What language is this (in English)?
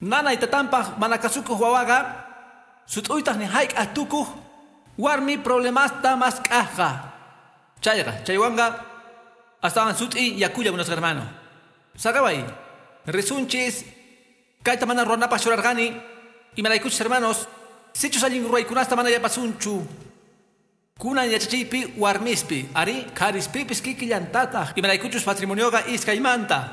Quechua